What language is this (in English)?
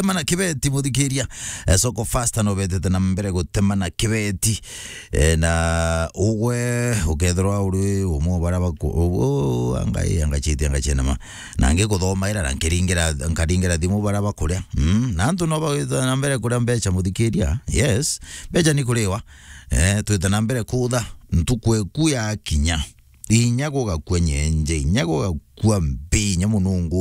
Meru